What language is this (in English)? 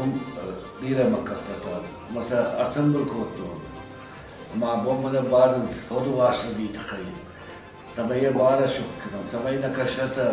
Ossetic